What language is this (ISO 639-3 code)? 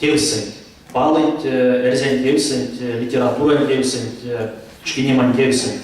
myv